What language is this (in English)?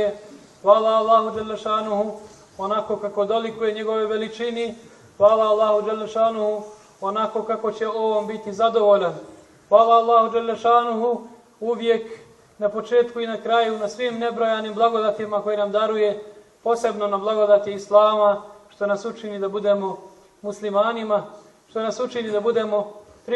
Bosnian